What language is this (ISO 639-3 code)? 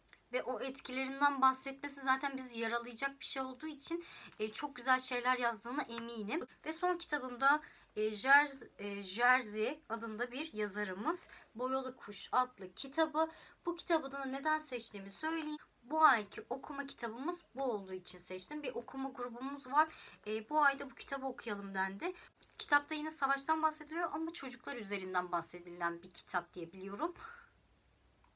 tur